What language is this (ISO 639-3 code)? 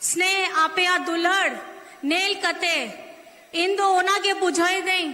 sat